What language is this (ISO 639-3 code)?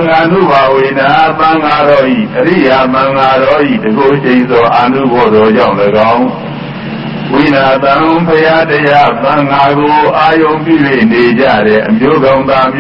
mya